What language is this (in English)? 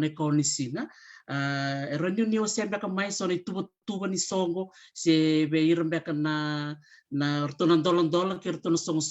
Fijian